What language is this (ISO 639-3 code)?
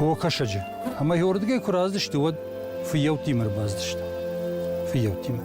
oss